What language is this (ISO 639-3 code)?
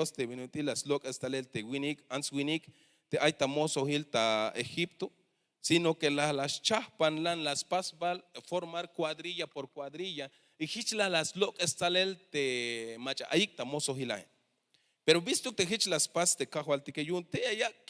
tzh